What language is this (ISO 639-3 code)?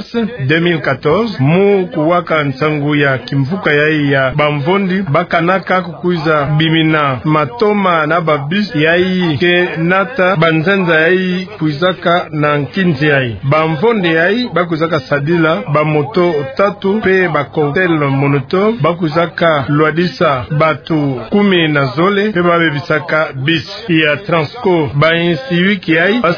ktu